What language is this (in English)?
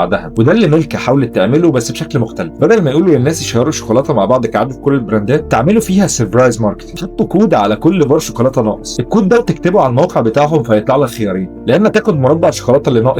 Egyptian Arabic